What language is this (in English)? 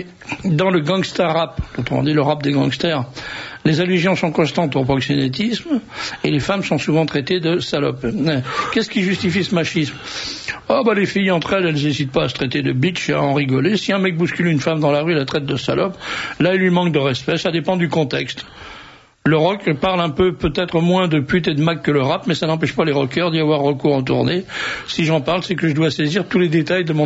French